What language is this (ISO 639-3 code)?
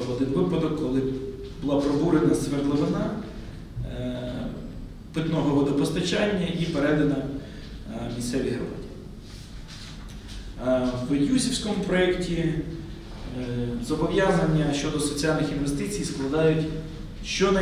ukr